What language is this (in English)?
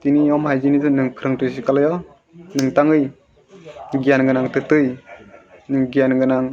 Kok Borok